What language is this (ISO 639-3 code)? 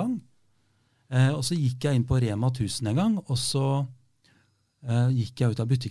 nor